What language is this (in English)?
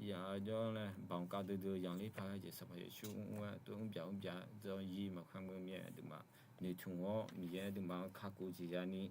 Akha